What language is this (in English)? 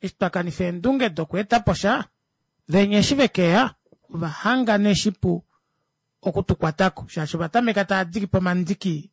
Kuanyama